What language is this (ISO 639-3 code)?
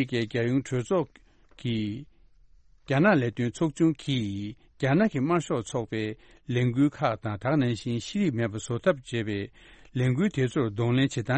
bod